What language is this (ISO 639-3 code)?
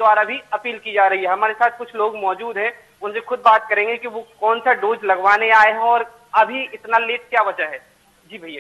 hin